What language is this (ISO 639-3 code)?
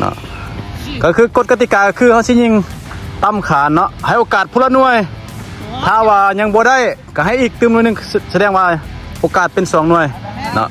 lao